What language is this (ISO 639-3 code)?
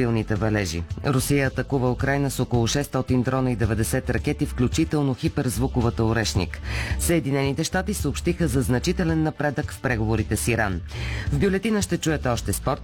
bul